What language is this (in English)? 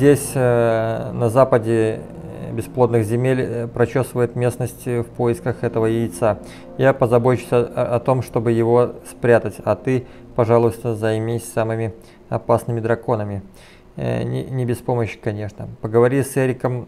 Russian